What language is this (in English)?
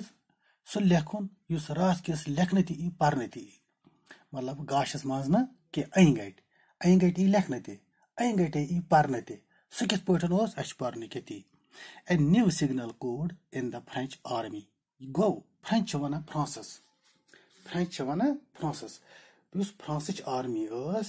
Kashmiri